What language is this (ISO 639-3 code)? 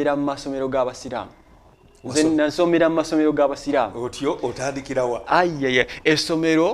lug